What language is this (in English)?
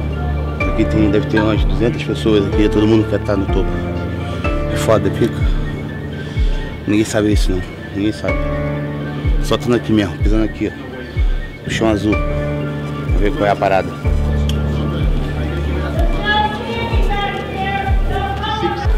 Portuguese